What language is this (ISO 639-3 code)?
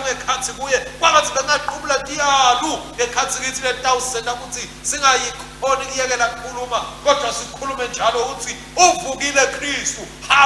ssw